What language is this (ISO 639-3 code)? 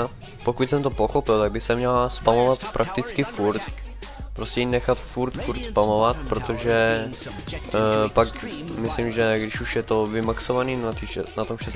ces